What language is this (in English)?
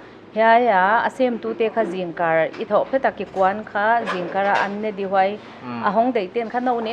Paite Chin